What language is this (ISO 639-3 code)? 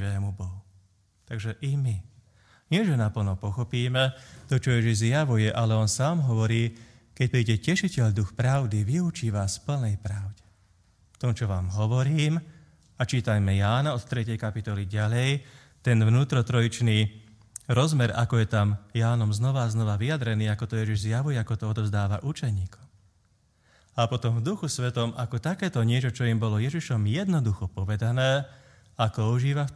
slk